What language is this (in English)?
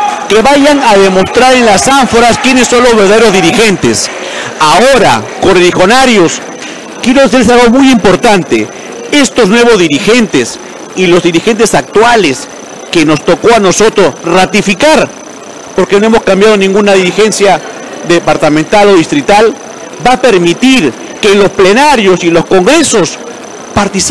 Spanish